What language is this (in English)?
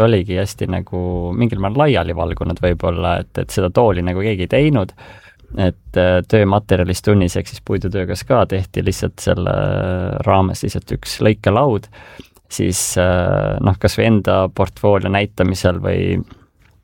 Estonian